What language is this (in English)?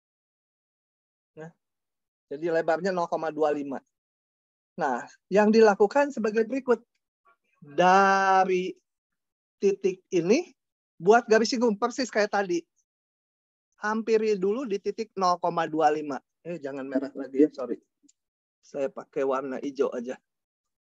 Indonesian